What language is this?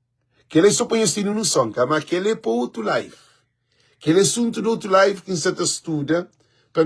Kabuverdianu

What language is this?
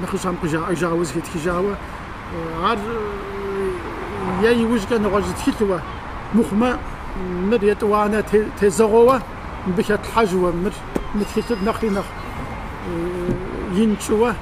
Kabardian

